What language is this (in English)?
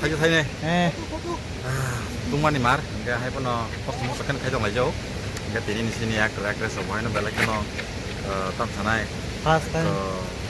Kok Borok